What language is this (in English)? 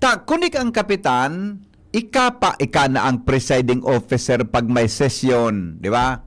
Bikol